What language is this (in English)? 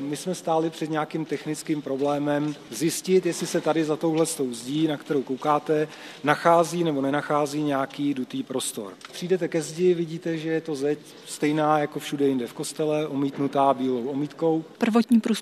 Czech